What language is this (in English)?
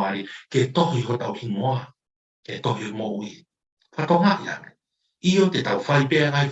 Tongan